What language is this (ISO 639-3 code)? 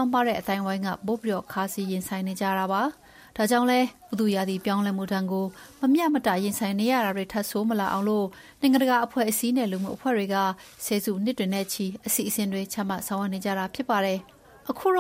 mya